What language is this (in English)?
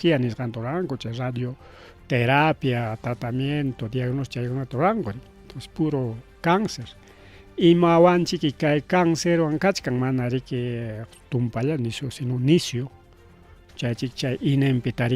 Ayacucho Quechua